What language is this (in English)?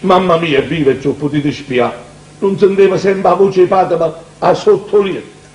Neapolitan